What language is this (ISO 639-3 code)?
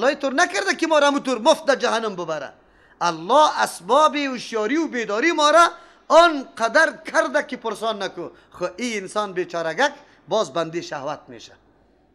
fas